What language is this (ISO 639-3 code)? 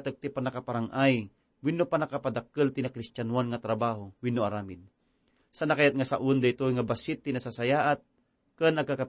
ilo